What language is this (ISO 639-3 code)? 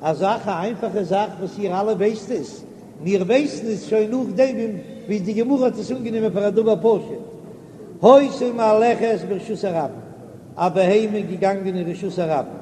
yid